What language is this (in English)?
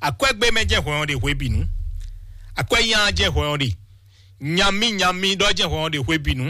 Fon